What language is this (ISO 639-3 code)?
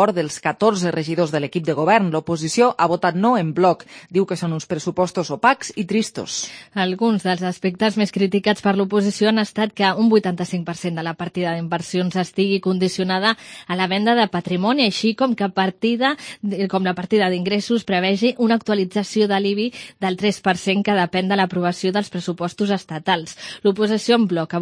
cat